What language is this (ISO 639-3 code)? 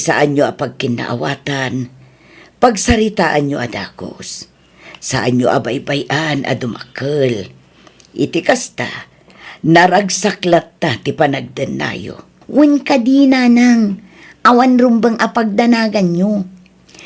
ilo